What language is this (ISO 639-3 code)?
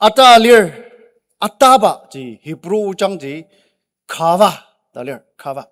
njo